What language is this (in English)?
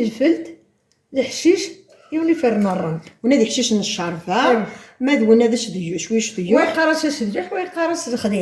Kabyle